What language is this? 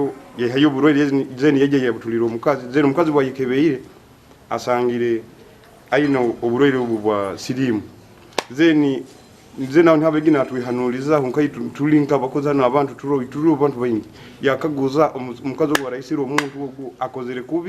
Nyankole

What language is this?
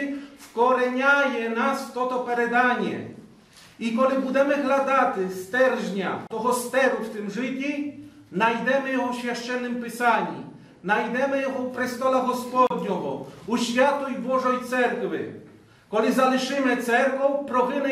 Rusyn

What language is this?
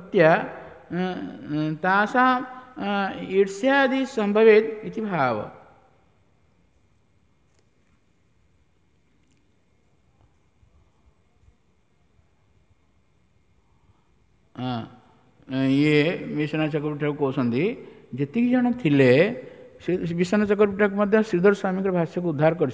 Odia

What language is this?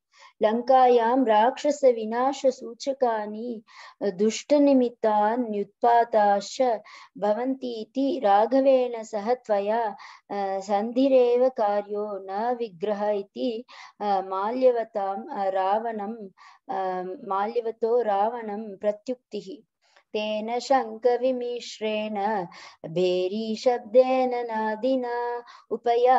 Sanskrit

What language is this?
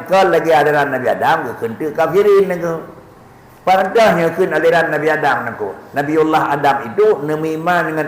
Achinese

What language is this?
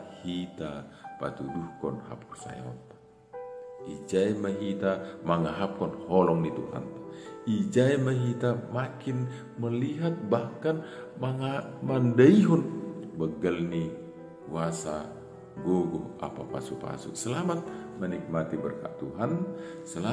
Batak Simalungun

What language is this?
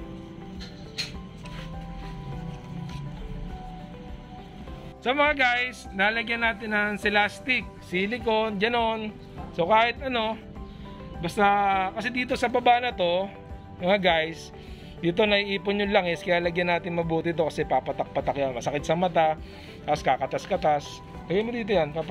Filipino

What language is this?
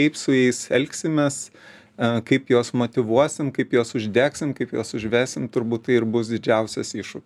Lithuanian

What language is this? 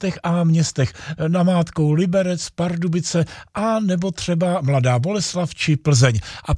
Czech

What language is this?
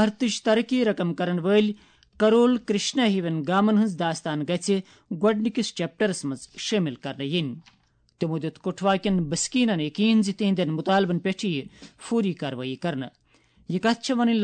Kashmiri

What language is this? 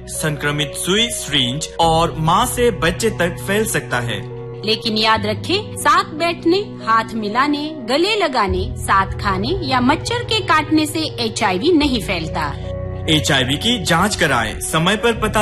Hindi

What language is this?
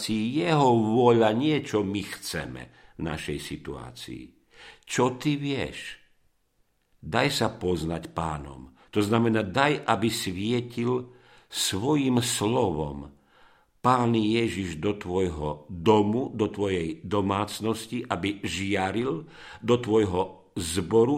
Slovak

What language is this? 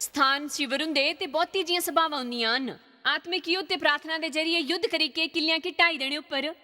Dogri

